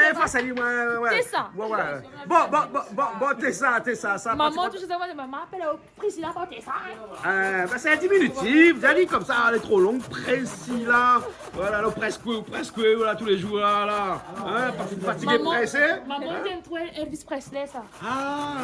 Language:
Réunion Creole French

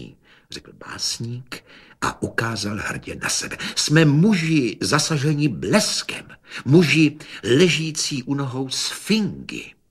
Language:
Czech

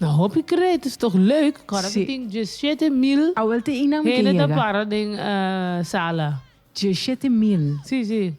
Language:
Papiamento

